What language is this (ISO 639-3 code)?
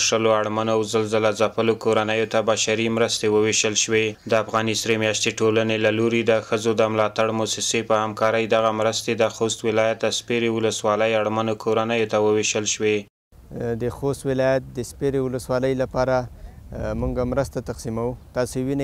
pus